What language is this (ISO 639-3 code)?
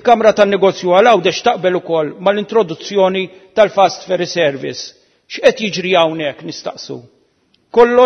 mlt